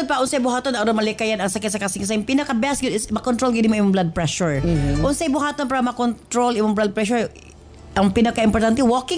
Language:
Cebuano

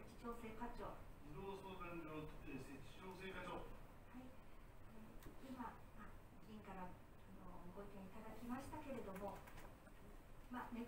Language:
Japanese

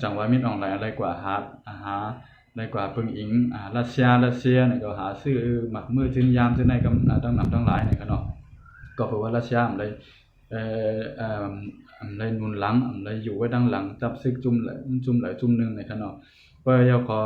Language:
Shan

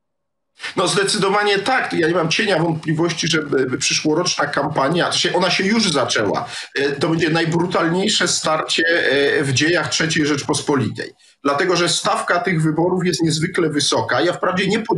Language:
Polish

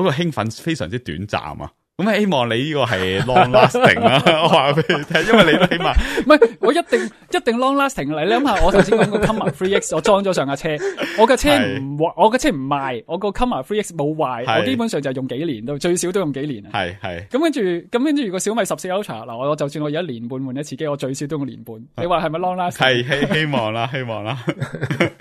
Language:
Cantonese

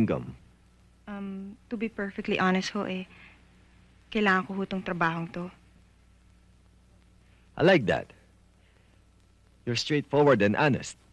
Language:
Filipino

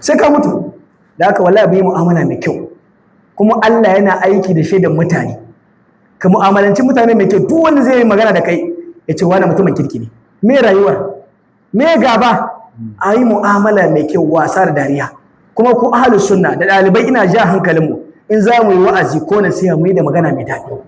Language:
Hausa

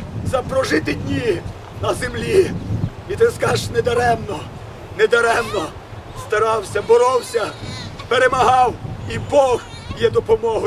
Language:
Ukrainian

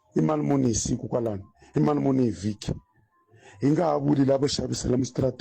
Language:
Tsonga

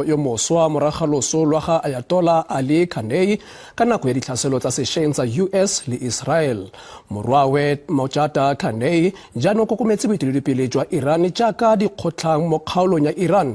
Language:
Tswana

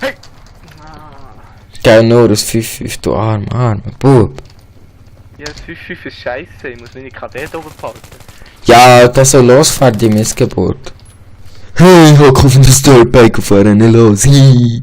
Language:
Swiss German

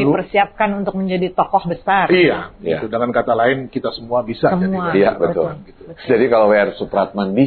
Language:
Indonesian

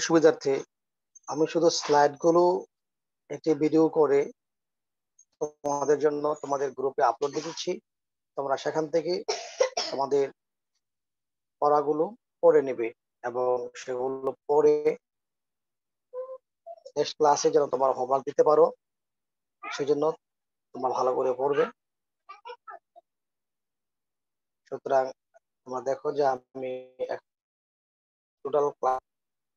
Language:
Bangla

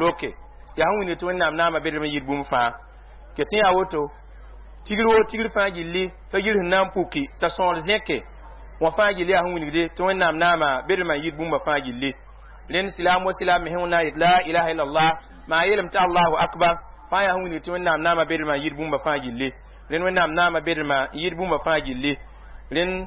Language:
Mossi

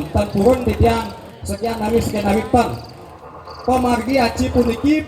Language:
Balinese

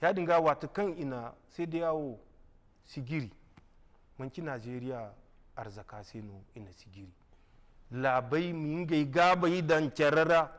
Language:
Zarma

